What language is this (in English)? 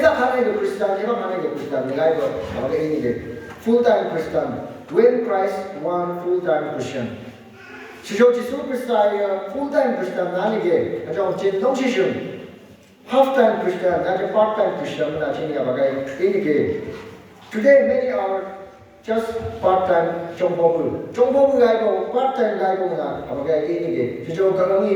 Phom Naga